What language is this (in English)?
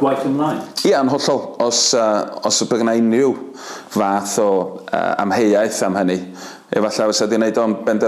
Welsh